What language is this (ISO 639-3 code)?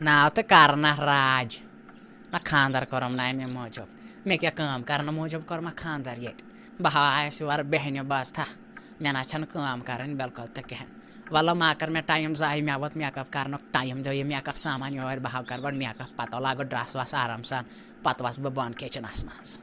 kas